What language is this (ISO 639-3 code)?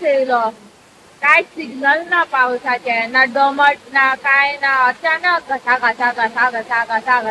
kok